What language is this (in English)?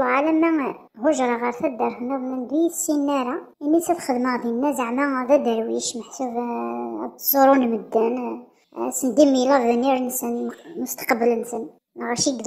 Kabyle